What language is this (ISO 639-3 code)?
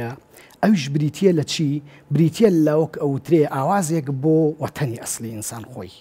ckb